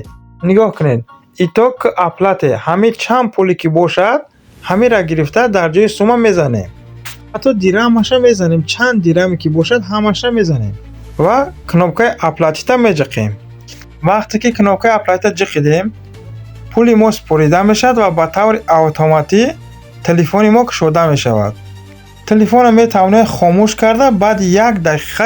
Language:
Tajik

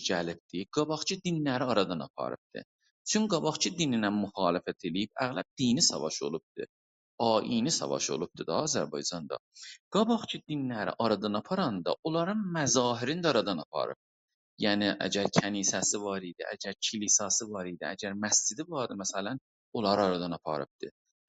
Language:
South Azerbaijani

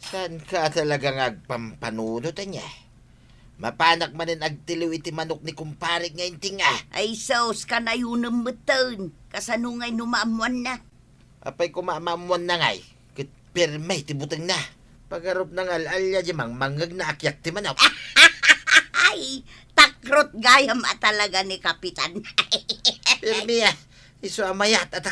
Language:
Iloko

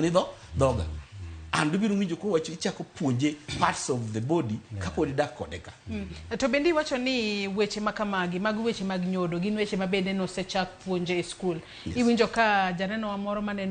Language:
Luo (Kenya and Tanzania)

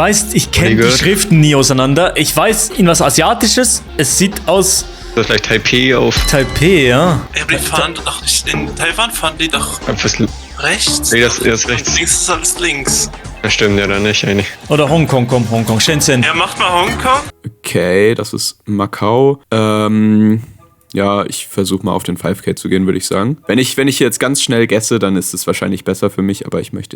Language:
Swiss German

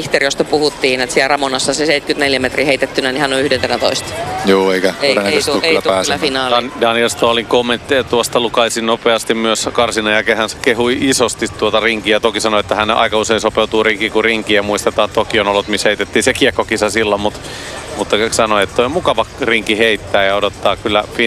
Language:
Finnish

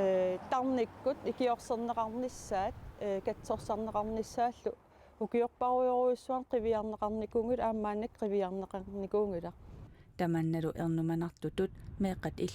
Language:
Kalaallisut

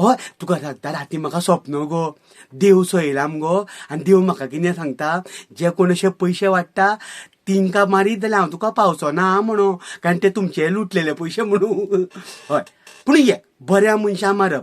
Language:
Konkani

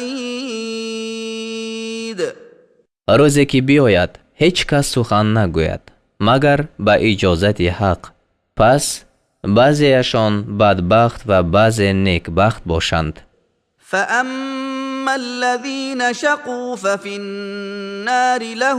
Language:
Tajik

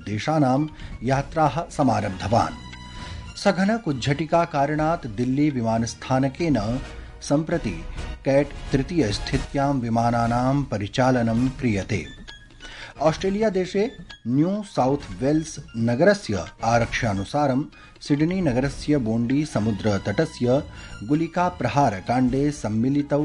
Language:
Sanskrit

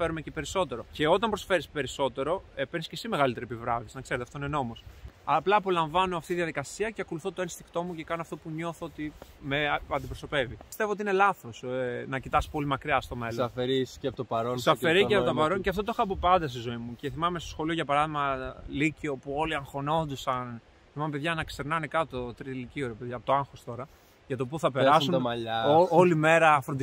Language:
Greek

